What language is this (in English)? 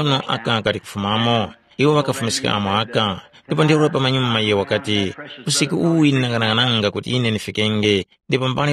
Tumbuka